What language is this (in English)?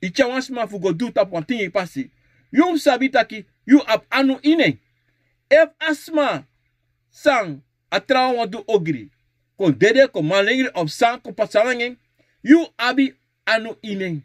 Sranan Tongo